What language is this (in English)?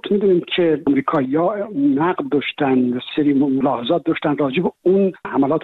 Persian